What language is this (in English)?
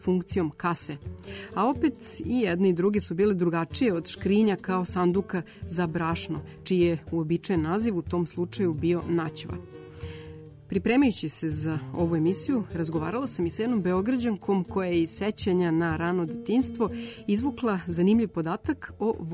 Serbian